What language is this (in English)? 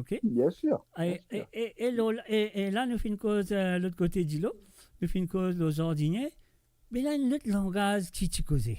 Morisyen